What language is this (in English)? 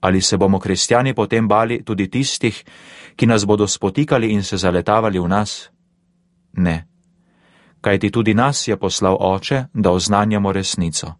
Slovenian